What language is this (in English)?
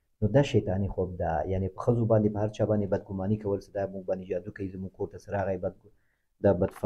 Pashto